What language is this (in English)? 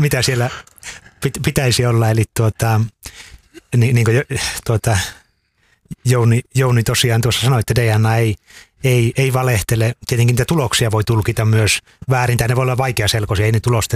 Finnish